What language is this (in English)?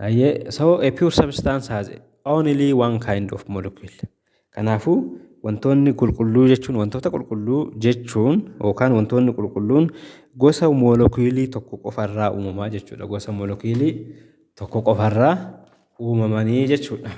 Oromo